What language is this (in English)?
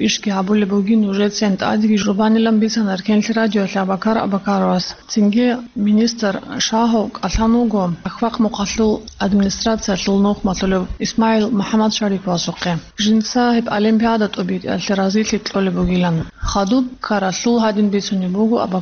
Avaric